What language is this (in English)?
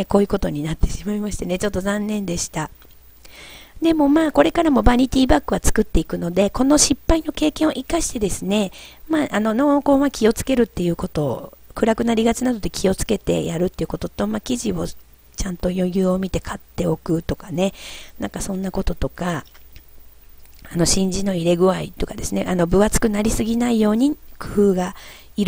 Japanese